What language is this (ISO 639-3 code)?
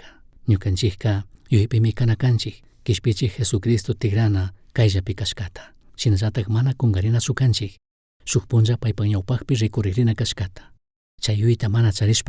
qug